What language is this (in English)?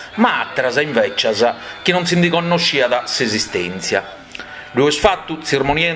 Sardinian